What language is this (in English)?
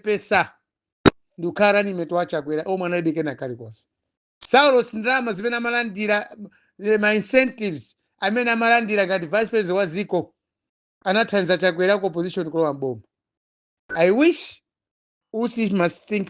Nyanja